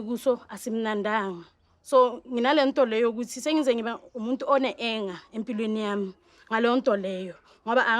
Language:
Zulu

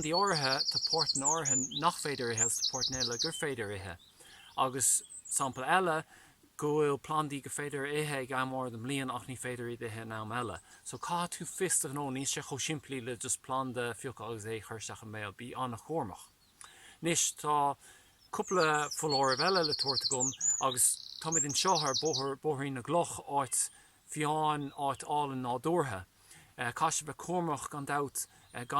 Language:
Irish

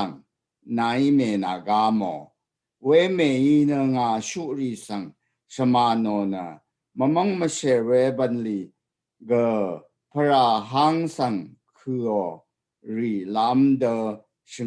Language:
Rawang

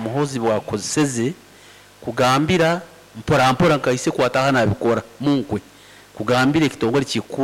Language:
Nyoro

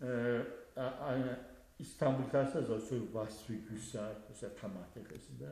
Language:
Adyghe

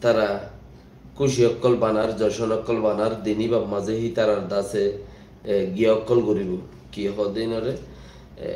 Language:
Rohingya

